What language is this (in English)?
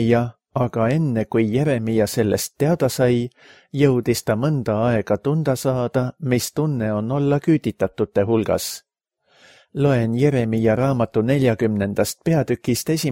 Estonian